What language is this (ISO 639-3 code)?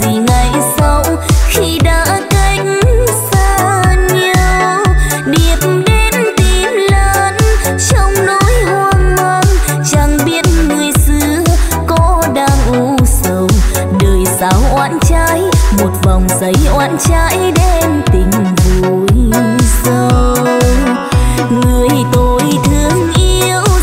vie